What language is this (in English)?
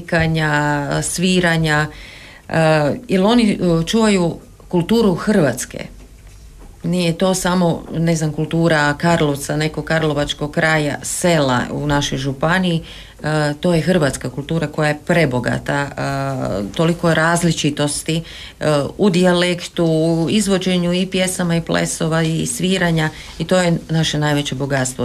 Croatian